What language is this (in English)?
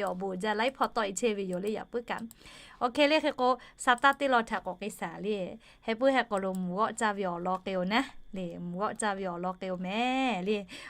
Lahu